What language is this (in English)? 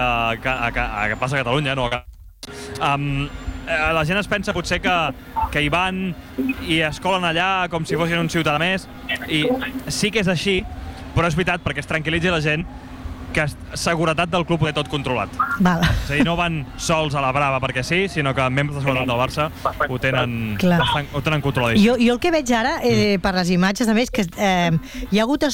Catalan